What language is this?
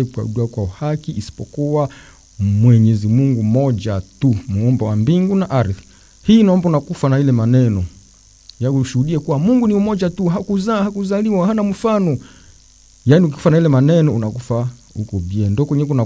Swahili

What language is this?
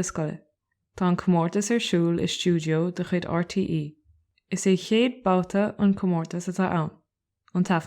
Irish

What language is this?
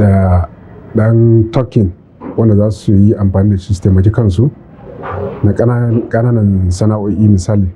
Hausa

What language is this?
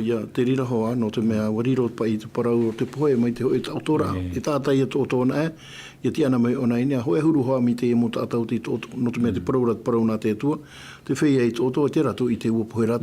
Tahitian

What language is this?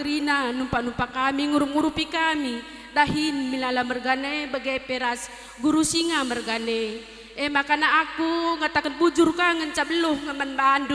Batak Karo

